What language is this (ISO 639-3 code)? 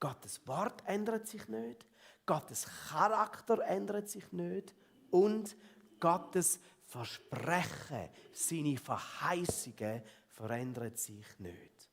gsw